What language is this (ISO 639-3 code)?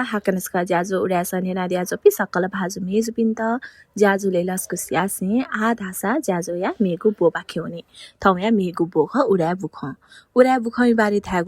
new